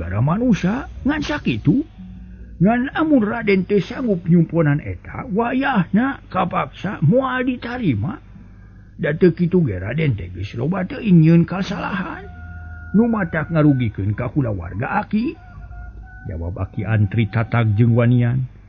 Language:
Sundanese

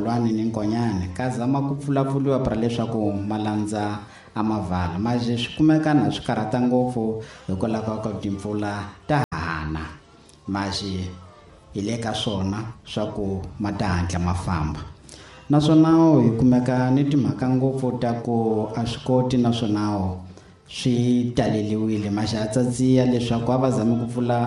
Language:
Tsonga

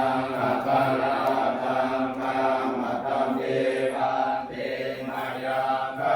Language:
Pali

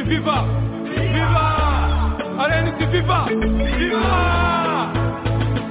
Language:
Kinyarwanda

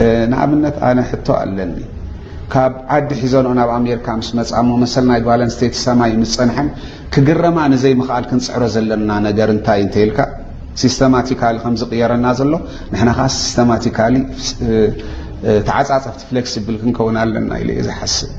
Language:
Tigrinya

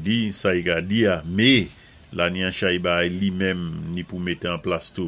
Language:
Saint Lucian Creole French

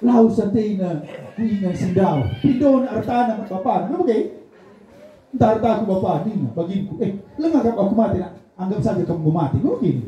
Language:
Batak Karo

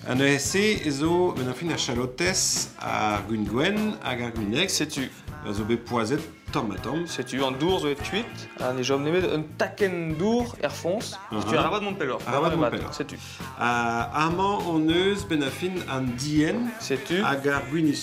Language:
Breton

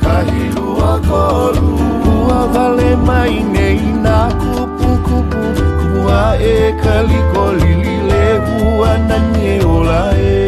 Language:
Hawaiian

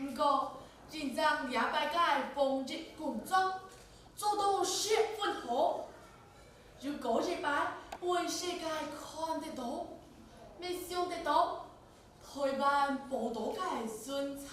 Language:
Hakka Chinese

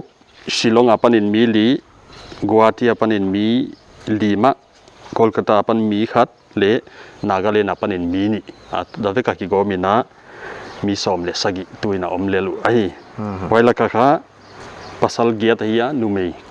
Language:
Paite Chin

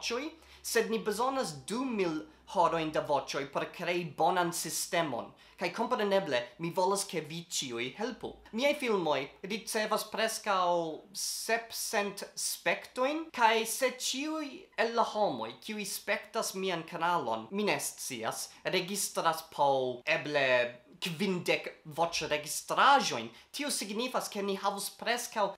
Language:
Esperanto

